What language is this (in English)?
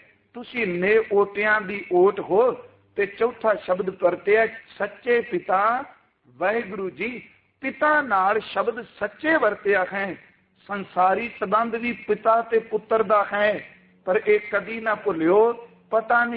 Punjabi